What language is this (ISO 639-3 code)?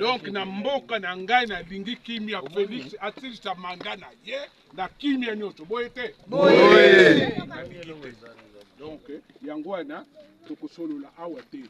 lin